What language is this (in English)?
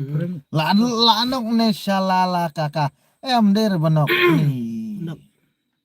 Khasi